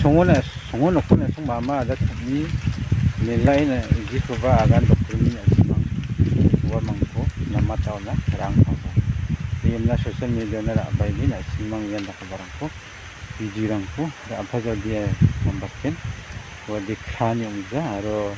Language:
Garo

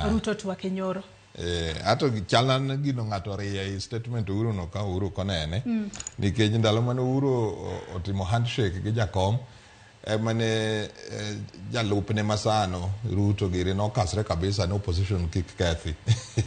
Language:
Luo (Kenya and Tanzania)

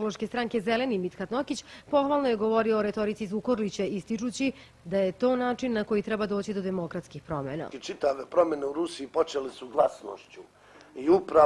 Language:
Bosnian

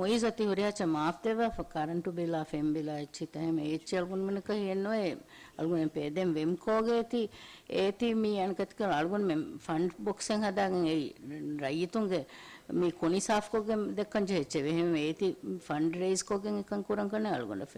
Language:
Divehi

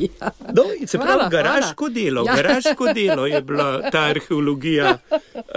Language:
Slovenian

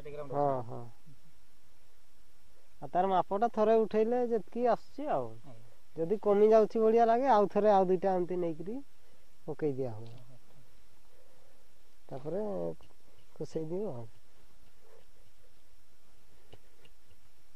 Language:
Odia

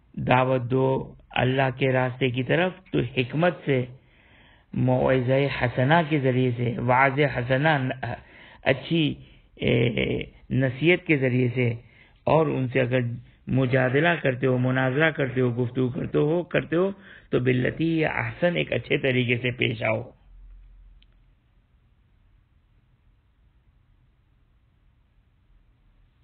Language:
Urdu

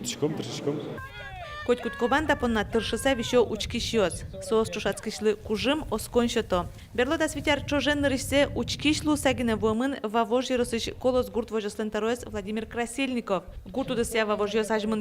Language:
Udmurt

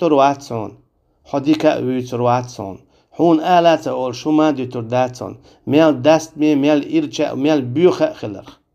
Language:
Chechen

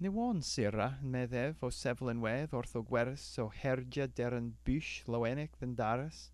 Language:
Cornish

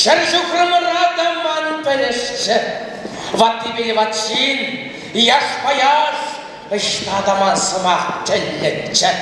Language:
Chuvash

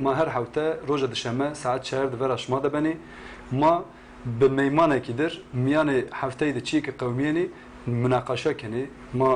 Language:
Zaza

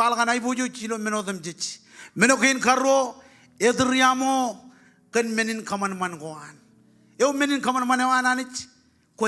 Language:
Marshallese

